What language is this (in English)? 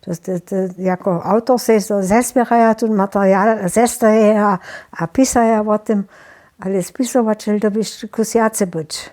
Upper Sorbian